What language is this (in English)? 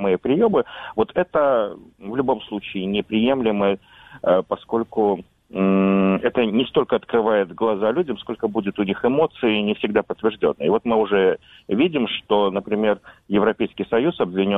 Russian